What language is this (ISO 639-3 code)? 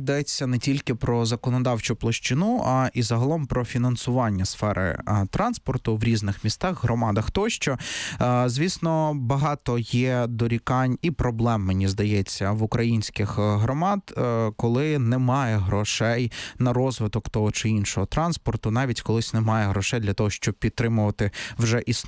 ukr